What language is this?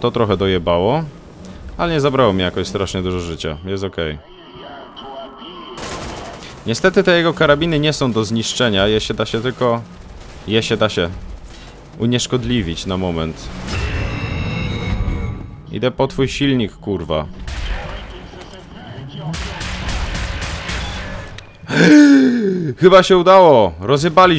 Polish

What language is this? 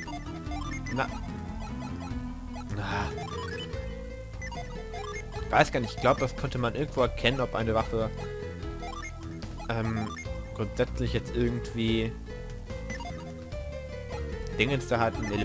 German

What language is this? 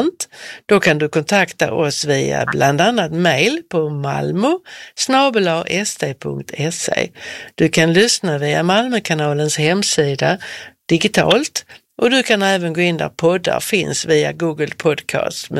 Swedish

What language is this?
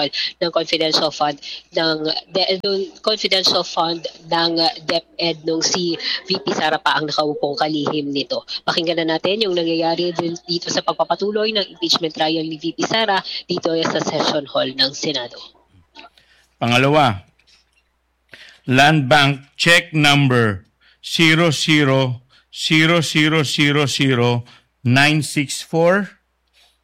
Filipino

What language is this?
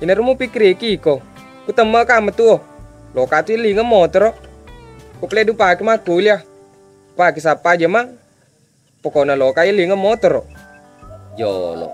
Buginese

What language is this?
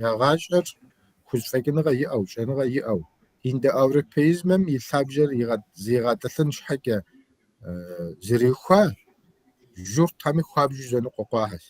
Kabardian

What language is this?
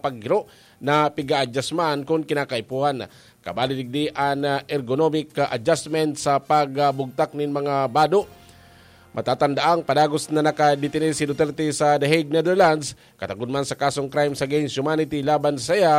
Bikol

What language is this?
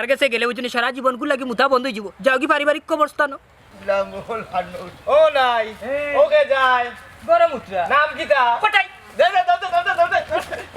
Sylheti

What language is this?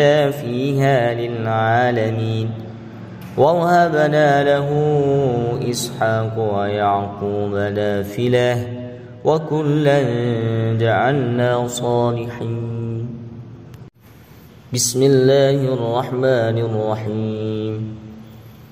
Arabic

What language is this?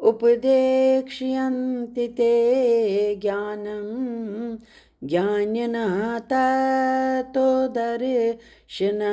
Kashmiri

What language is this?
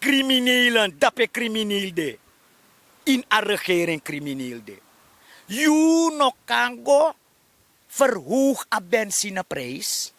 Sranan Tongo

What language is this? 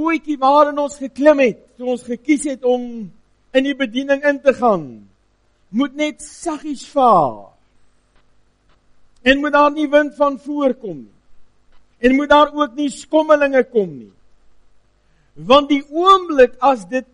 Afrikaans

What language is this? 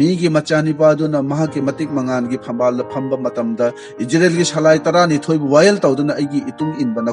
Manipuri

